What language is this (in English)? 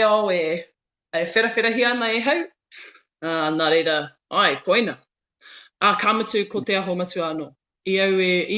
Māori